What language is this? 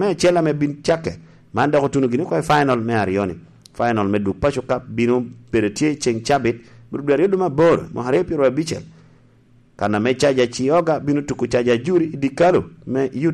Lango (Uganda)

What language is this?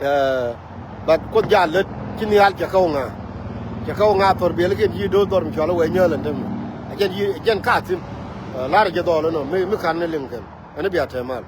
Nuer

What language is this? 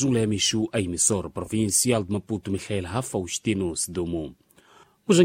Tsonga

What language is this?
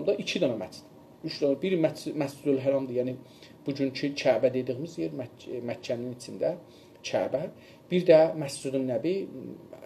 South Azerbaijani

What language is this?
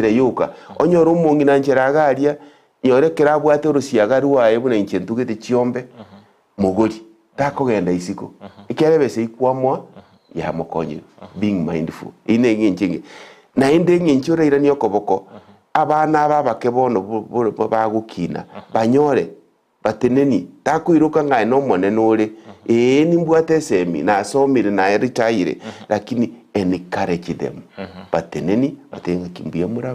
Gusii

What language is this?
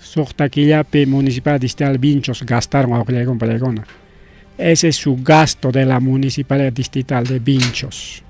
Ayacucho Quechua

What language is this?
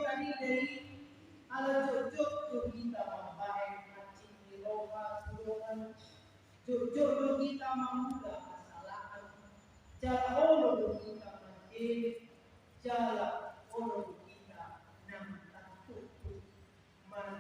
Batak Toba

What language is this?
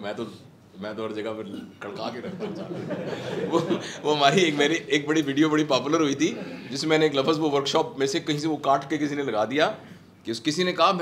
Hindi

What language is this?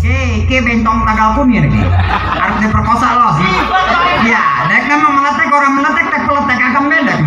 Betawi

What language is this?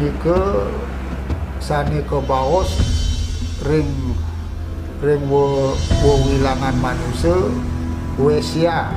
Balinese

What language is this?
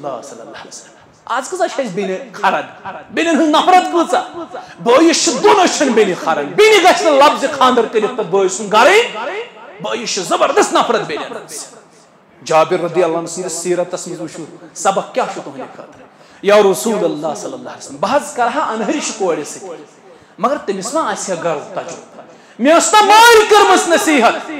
Kashmiri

